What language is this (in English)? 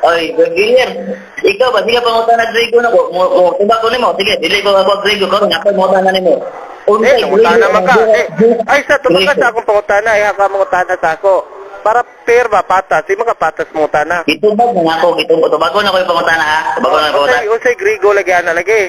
Cebuano